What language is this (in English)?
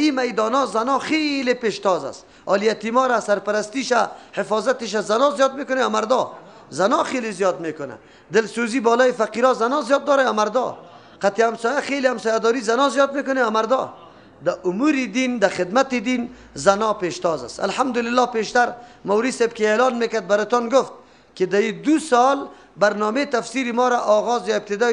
Persian